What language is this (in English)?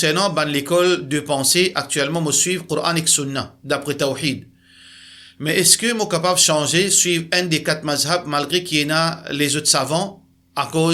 Morisyen